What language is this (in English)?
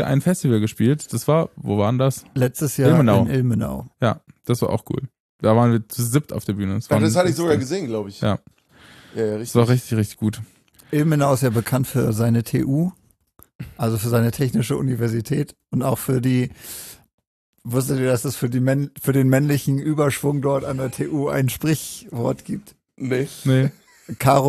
German